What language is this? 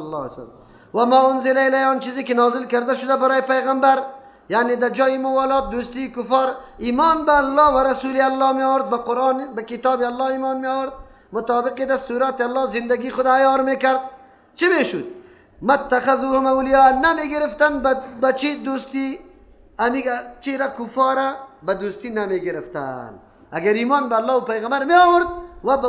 Persian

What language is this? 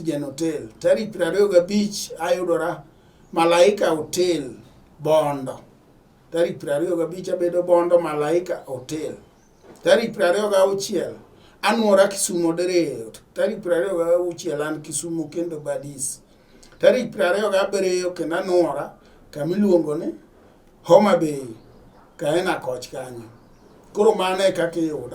Luo (Kenya and Tanzania)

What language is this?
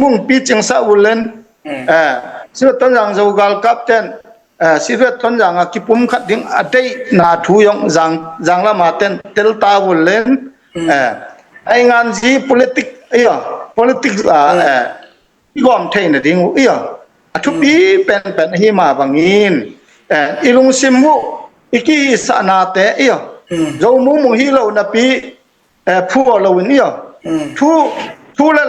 Tedim Chin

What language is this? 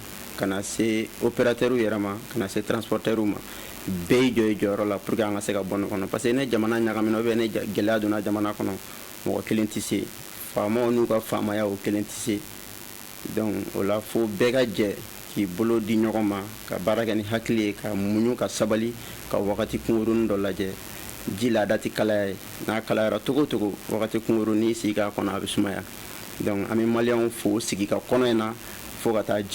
Bambara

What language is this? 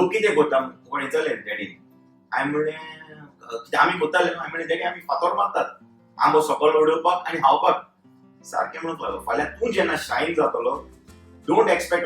Konkani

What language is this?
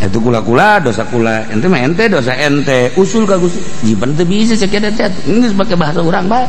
Sundanese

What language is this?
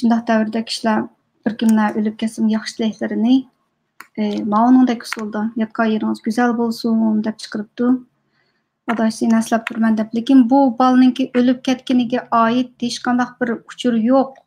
Uyghur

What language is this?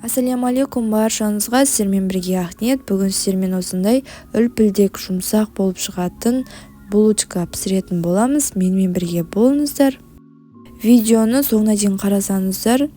Kazakh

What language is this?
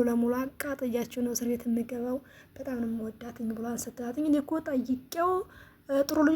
Amharic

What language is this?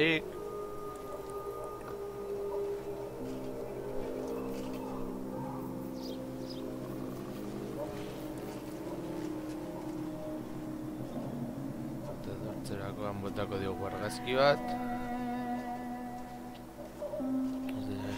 Basque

